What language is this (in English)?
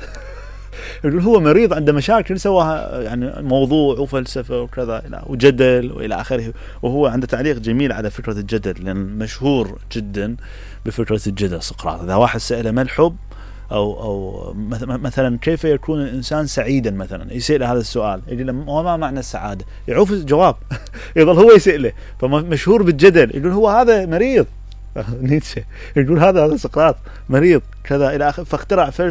Mesopotamian Arabic